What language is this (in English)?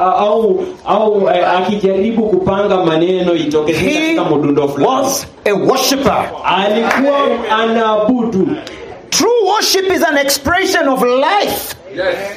Swahili